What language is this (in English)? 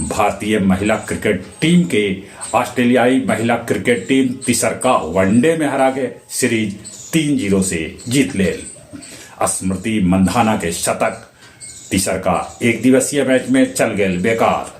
Magahi